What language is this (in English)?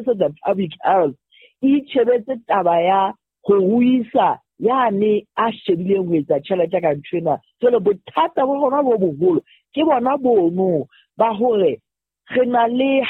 Southern Sotho